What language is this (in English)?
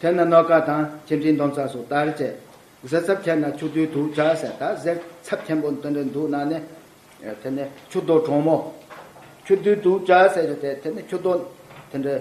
Tibetan